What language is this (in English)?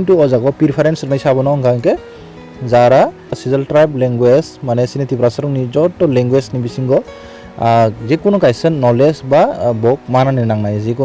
Kok Borok